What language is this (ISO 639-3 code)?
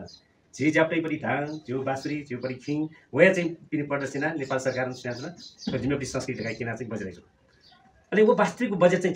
new